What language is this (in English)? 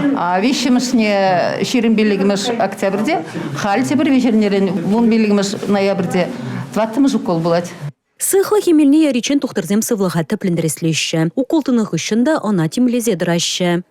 Chuvash